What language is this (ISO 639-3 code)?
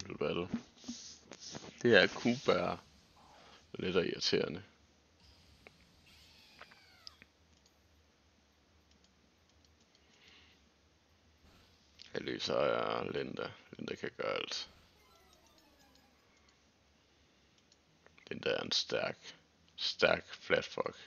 dan